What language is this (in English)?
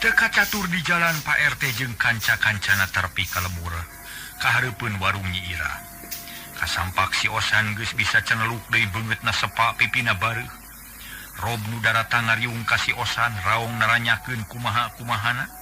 Sundanese